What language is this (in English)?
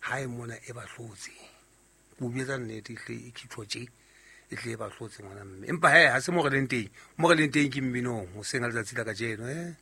Southern Sotho